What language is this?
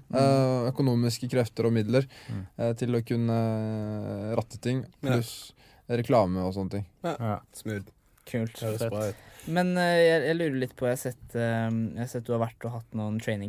Norwegian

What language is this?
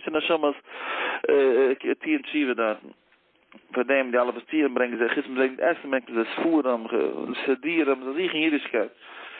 Yiddish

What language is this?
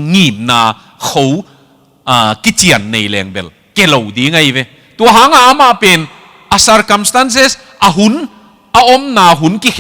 Tedim Chin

